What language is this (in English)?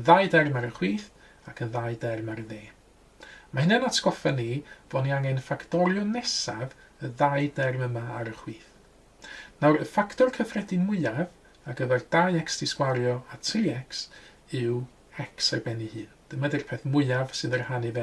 Welsh